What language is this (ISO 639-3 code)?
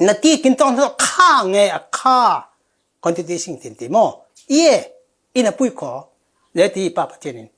cfm